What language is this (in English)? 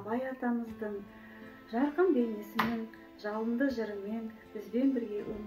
Kazakh